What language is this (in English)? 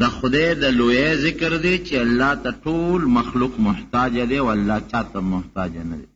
Pashto